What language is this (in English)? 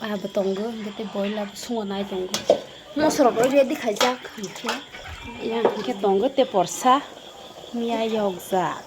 Kok Borok